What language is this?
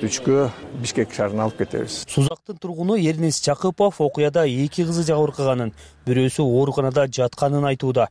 Kyrgyz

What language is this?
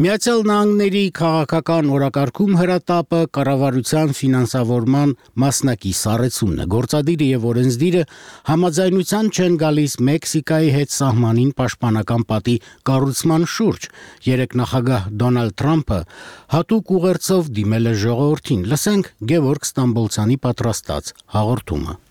Armenian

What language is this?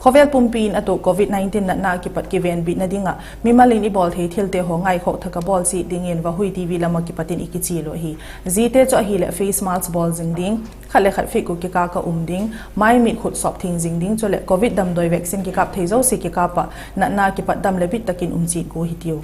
Vaiphei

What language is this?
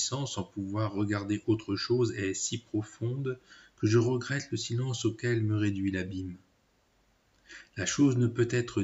French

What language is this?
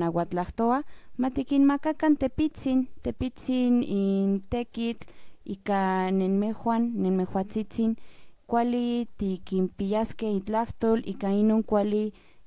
Central Nahuatl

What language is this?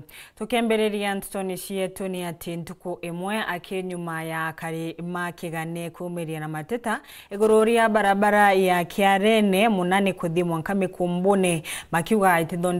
Meru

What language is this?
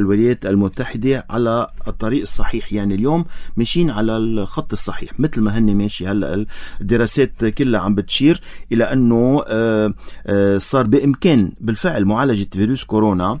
North Levantine Arabic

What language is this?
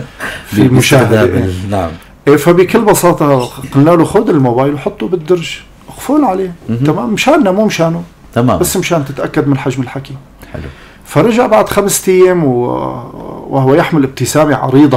North Levantine Arabic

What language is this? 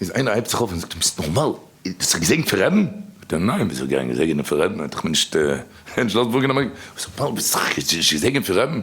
Yiddish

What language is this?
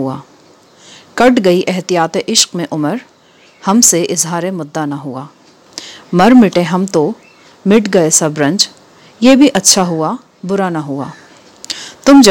Urdu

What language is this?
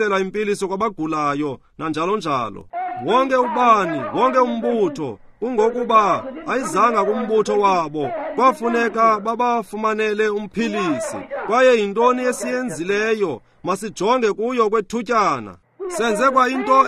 Xhosa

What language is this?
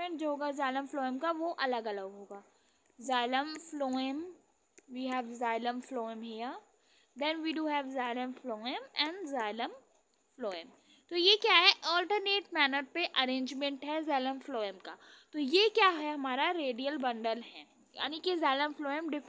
Hindi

